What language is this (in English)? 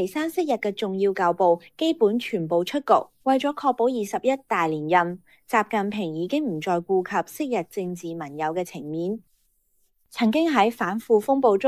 Cantonese